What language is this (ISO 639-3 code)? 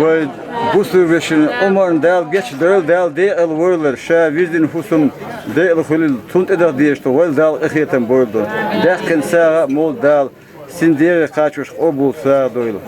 che